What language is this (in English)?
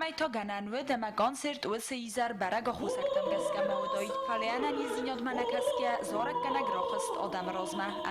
Ossetic